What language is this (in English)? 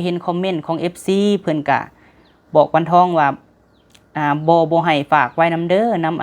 Lao